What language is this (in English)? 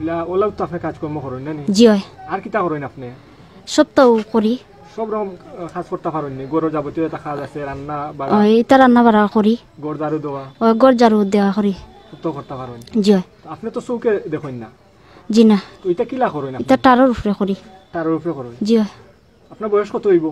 Sylheti